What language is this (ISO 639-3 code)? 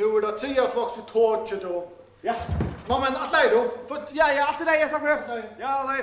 fao